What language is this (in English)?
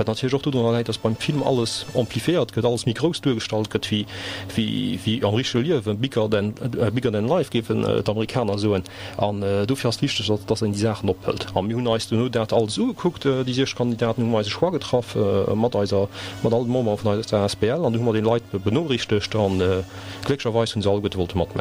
Luxembourgish